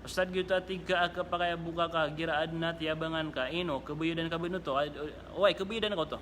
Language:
Maranao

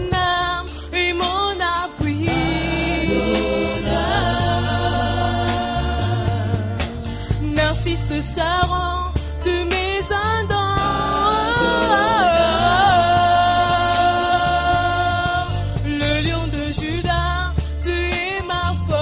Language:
French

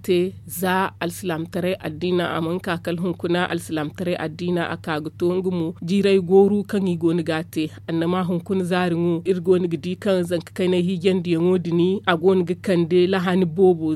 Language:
Zarma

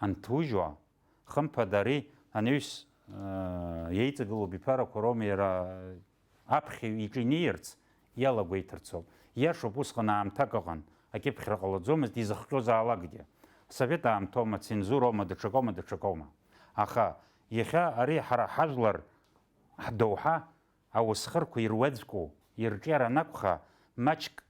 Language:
Abkhazian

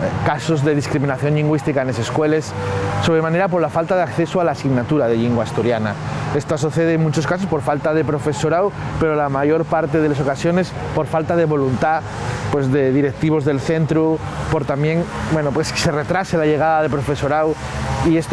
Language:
Asturian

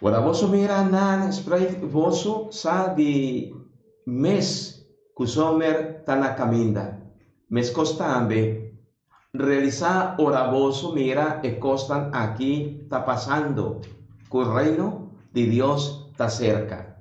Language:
Papiamento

